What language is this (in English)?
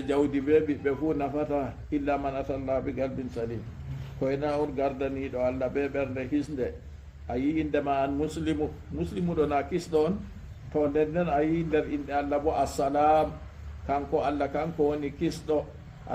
Fula